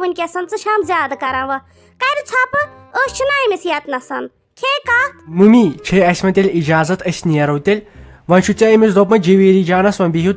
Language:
Kashmiri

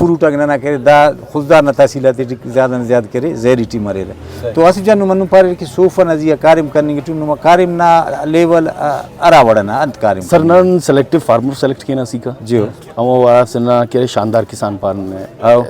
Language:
Brahui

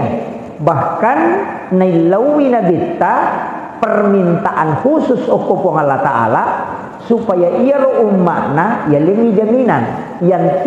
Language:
Buginese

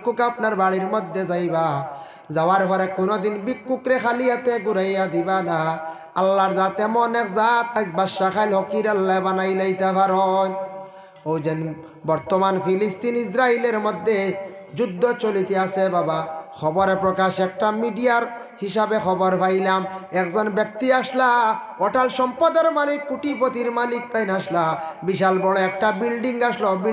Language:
Sylheti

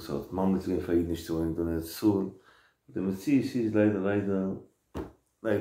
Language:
Yiddish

